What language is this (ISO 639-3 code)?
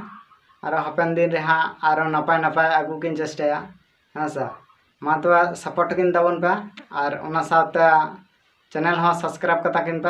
sat